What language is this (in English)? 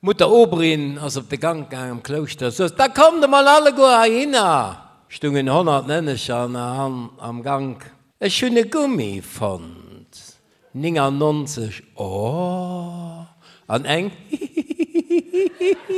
Luxembourgish